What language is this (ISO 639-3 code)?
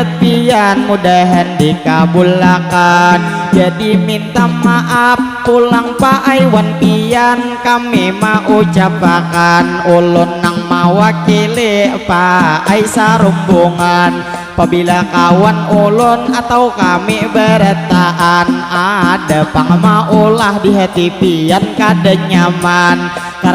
bjn